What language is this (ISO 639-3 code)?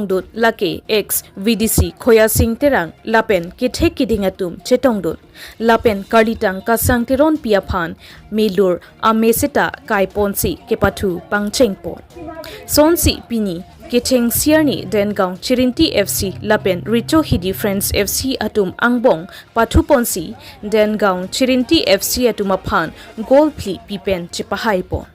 mjw